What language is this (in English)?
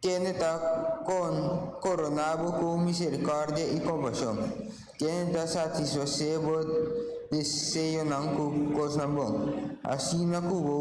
Papiamento